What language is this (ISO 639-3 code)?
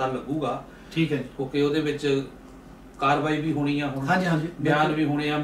pan